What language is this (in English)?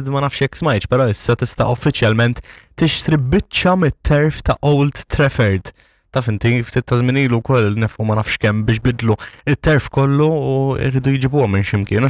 Maltese